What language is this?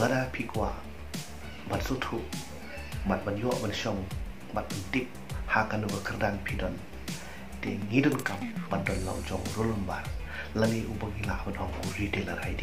Khasi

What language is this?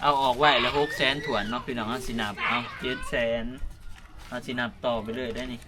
Northeastern Thai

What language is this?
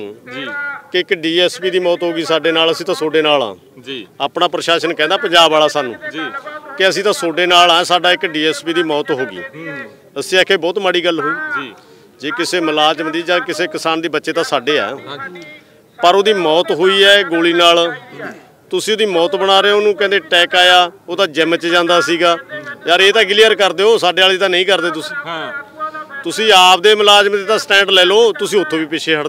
Punjabi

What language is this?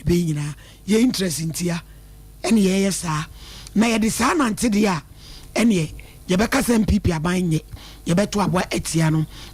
Akan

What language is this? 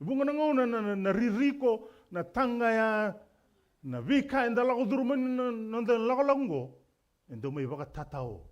Fijian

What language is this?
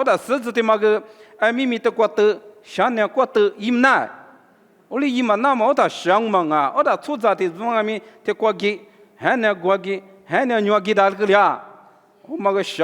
Lisu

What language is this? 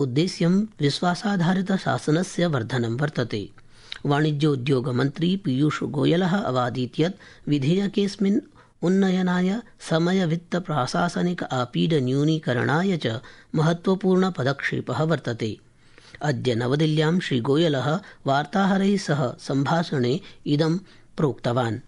Sanskrit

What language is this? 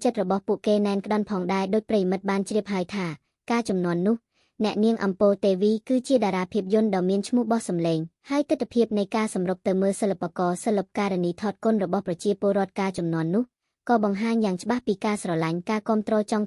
Khmer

